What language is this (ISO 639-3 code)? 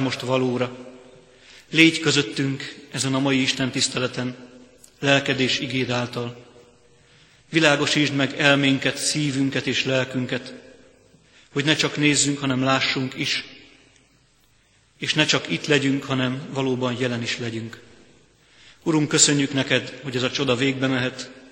hun